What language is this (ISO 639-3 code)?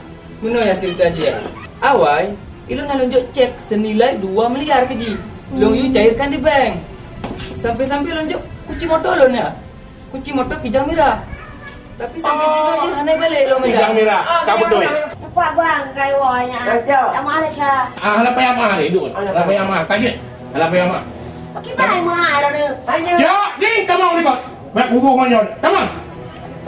ace